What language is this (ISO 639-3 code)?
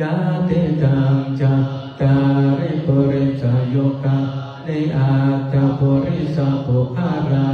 pli